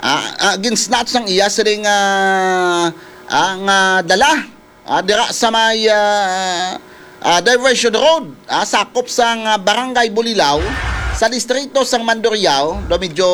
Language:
Hiligaynon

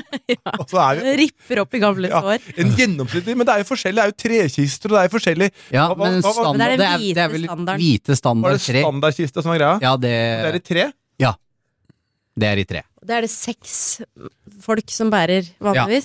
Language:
Norwegian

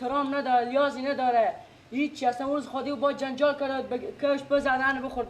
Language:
Persian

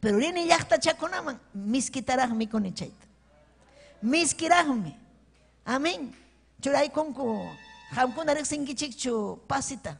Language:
Ayacucho Quechua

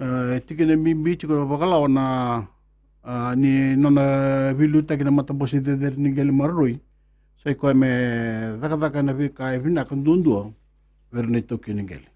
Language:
Fijian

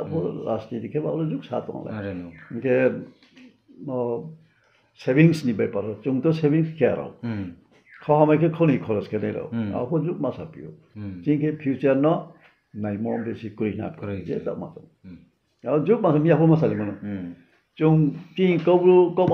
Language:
Riang (India)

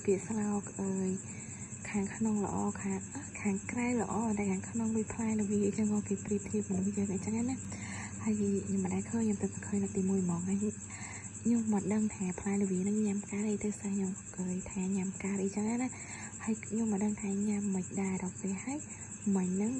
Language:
Khmer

